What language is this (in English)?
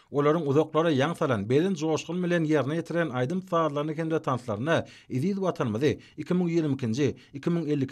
Turkmen